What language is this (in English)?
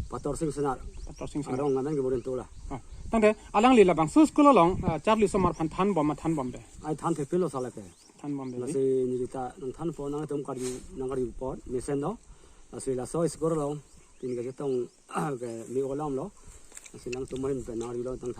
Karbi